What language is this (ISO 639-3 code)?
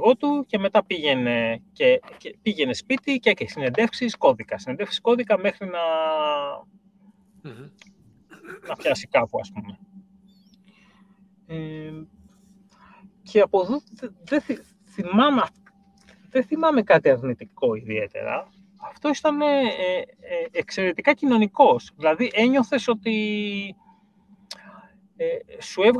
ell